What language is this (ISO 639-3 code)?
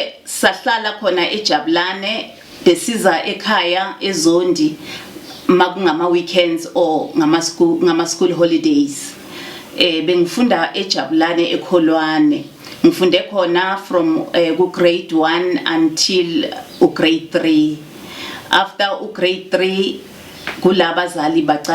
zul